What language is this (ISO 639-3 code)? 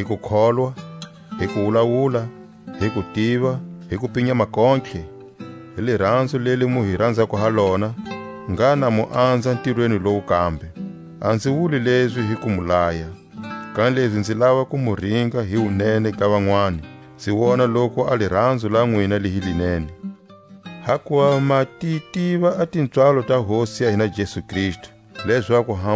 tsc